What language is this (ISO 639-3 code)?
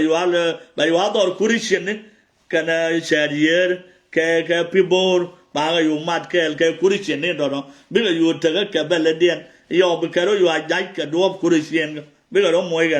nus